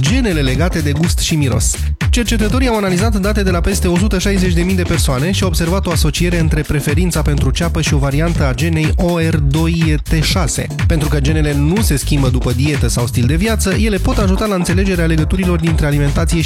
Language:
Romanian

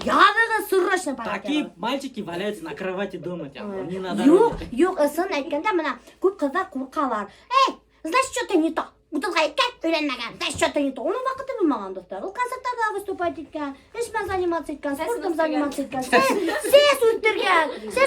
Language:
Bashkir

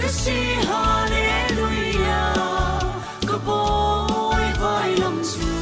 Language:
Falam Chin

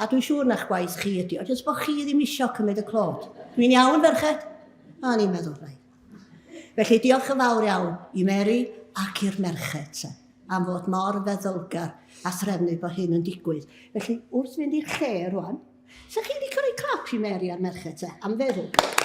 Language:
Welsh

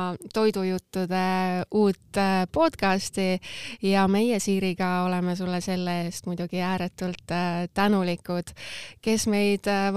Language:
Estonian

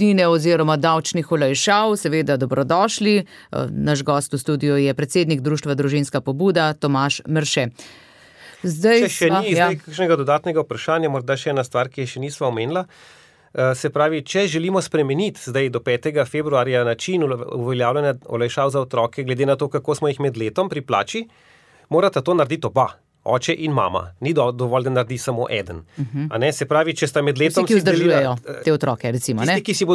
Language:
Slovenian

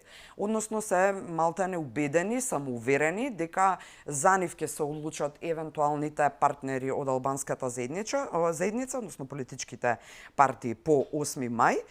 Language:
Macedonian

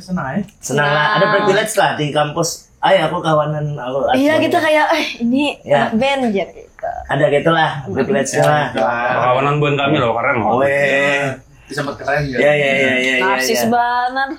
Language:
Banjar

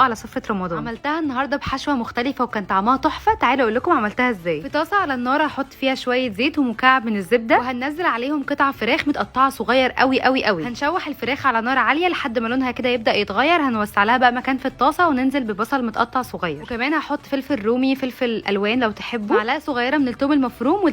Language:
Egyptian Arabic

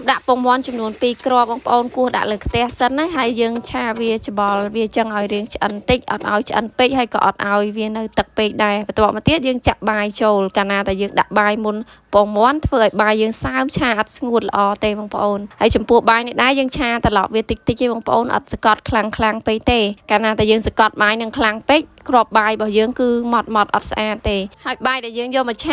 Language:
Khmer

